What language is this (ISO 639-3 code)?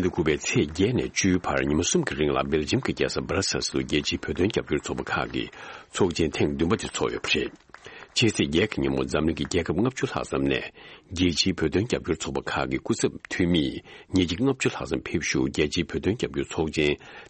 bod